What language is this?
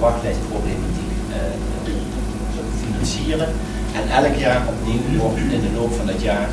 Dutch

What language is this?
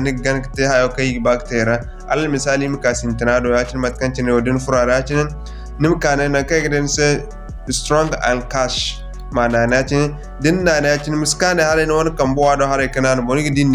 Zarma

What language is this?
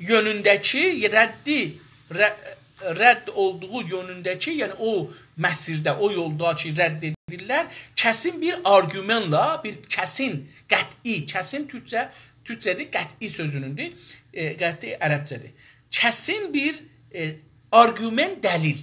South Azerbaijani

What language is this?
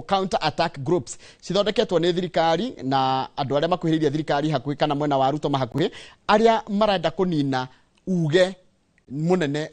Kikuyu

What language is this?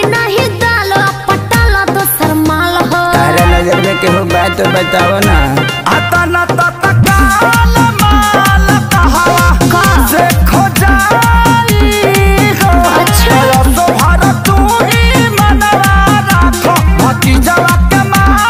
Bhojpuri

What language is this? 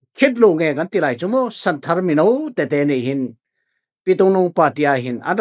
Falam Chin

